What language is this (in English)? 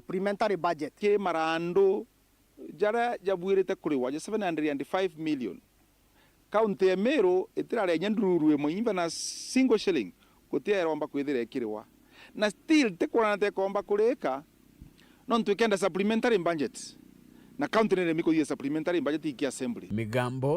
Meru